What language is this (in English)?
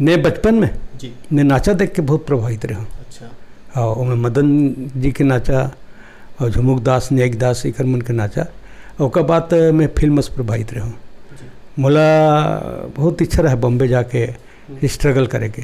Chhattisgarhi